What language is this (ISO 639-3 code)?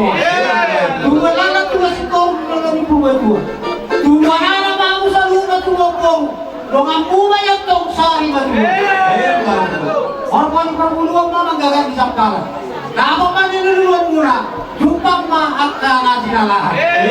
bbc